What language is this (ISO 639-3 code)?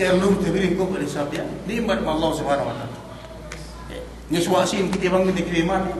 yka